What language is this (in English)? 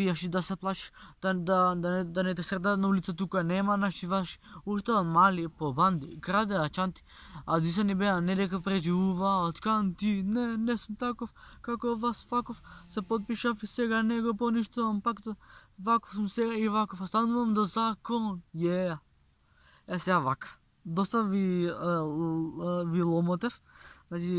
Macedonian